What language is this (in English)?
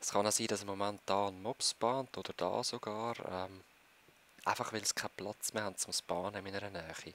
Swiss German